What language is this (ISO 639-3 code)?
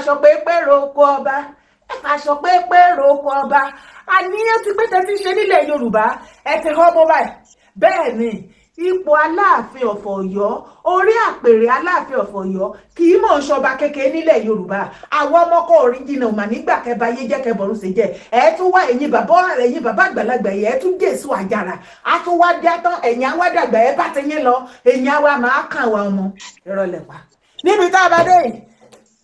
yor